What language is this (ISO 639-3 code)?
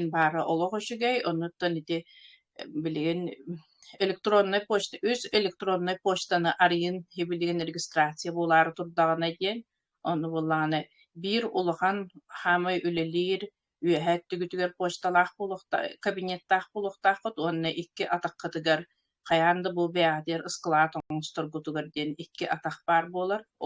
sah